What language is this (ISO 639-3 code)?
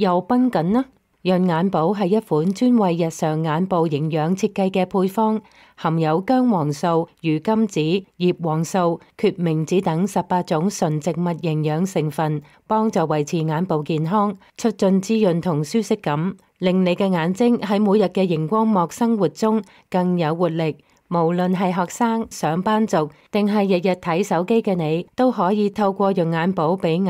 yue